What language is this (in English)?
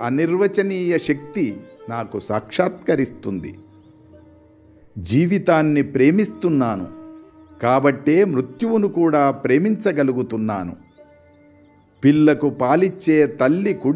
Telugu